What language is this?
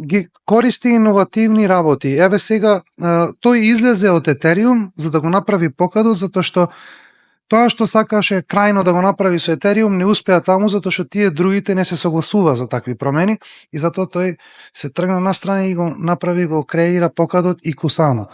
Macedonian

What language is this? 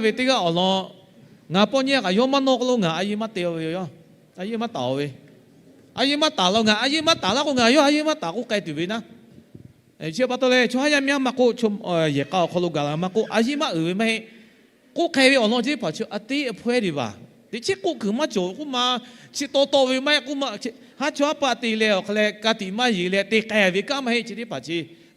Lahu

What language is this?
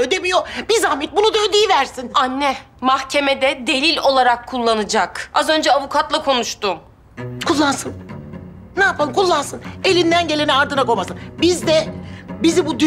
Turkish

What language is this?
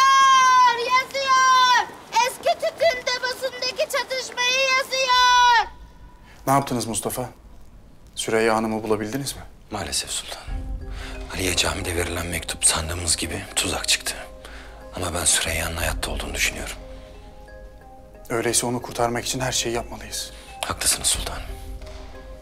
Turkish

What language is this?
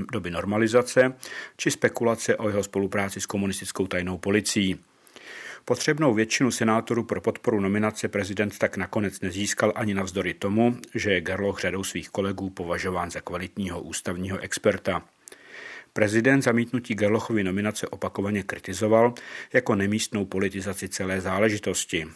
Czech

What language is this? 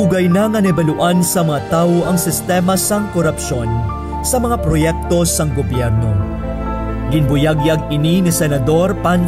Hiligaynon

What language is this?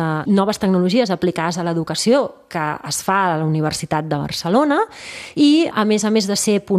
Catalan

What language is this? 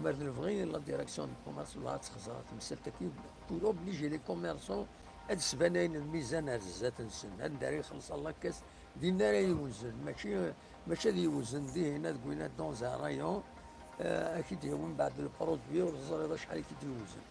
Kabyle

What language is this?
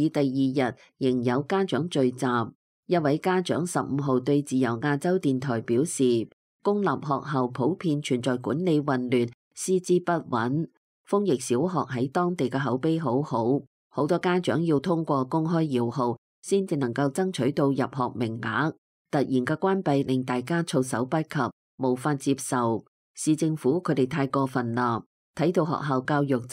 Cantonese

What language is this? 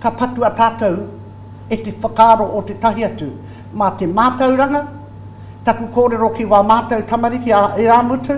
Māori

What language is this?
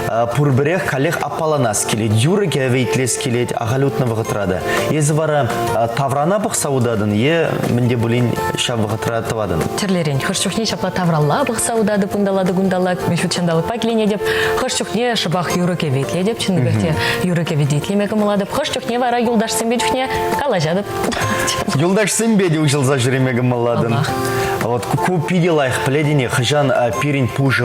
Chuvash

